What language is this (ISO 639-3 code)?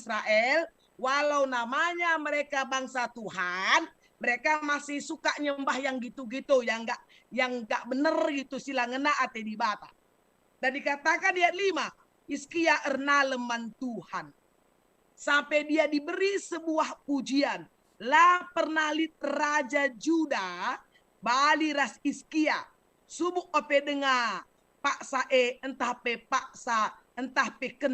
btx